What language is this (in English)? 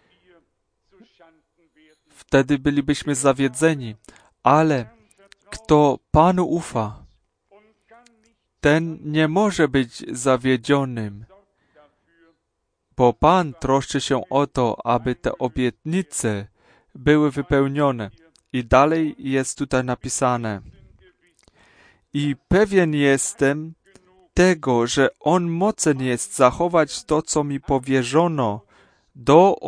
Polish